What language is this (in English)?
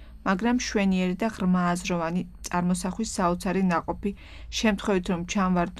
Georgian